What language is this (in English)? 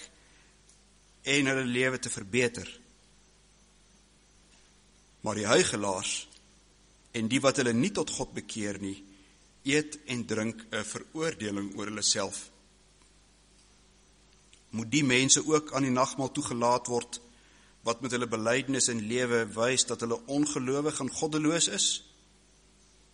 Afrikaans